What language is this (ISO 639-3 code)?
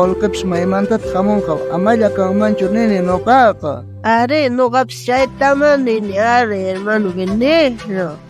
quh